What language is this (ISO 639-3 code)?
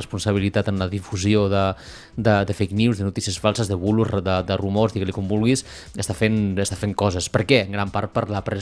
cat